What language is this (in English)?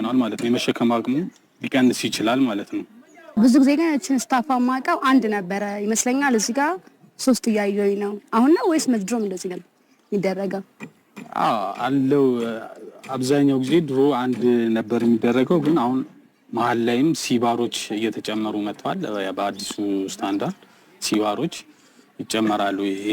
Amharic